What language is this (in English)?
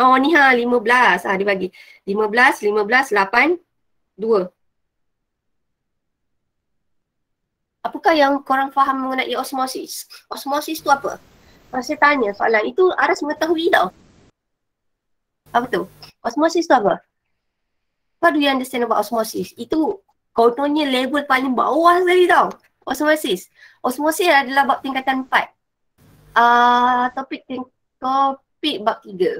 Malay